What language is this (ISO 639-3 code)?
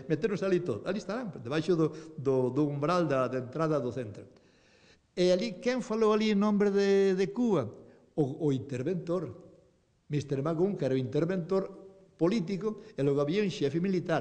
glg